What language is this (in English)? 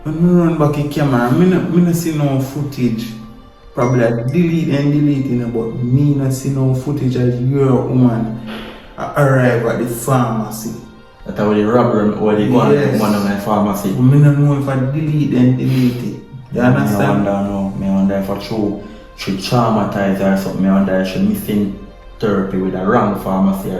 Jamaican Creole English